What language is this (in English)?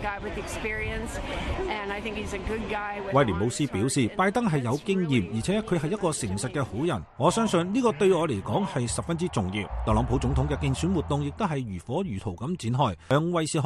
Cantonese